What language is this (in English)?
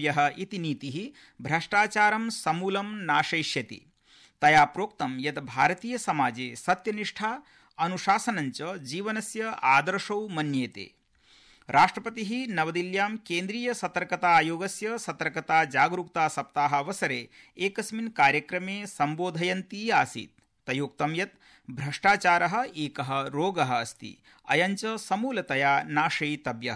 Sanskrit